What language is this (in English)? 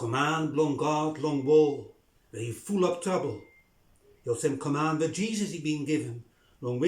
Bislama